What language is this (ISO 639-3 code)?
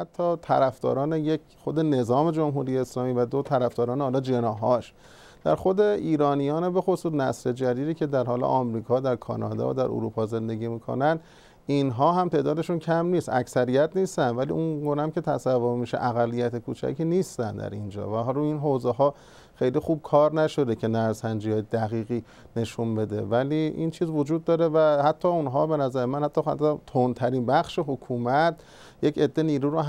fas